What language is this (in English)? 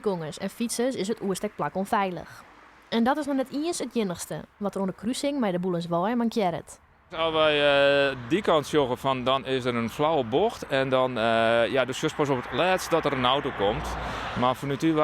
Western Frisian